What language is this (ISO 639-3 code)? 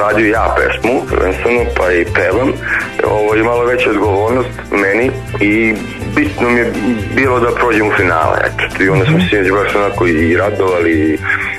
srp